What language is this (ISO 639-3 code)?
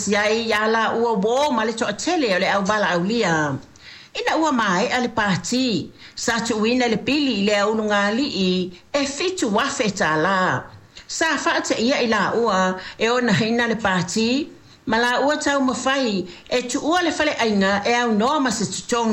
smo